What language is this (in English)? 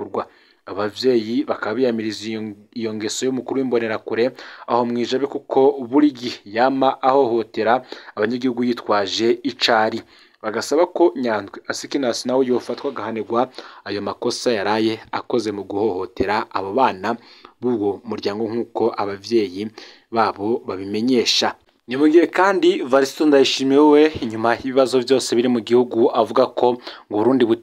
Rundi